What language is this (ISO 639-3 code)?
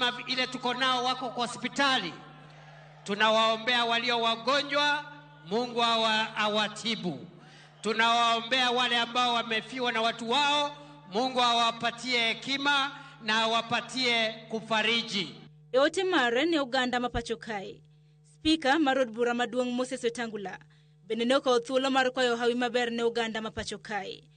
luo